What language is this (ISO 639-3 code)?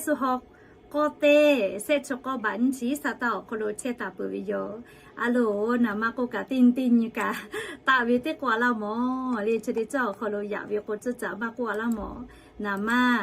lhu